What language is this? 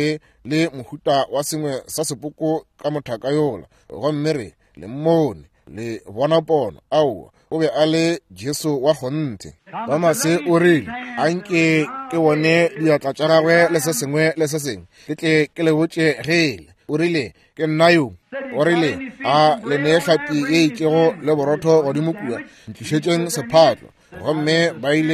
Northern Sotho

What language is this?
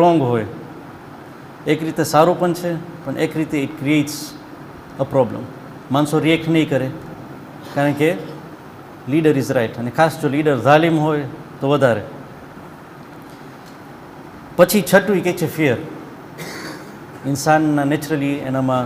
Gujarati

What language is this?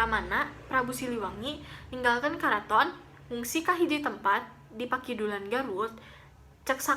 Sundanese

